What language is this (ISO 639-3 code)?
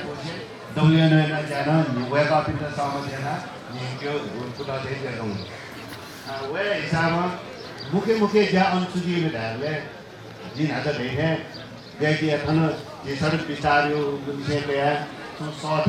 new